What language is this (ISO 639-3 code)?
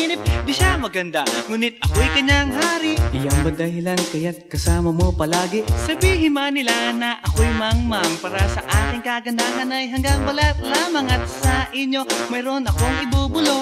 fil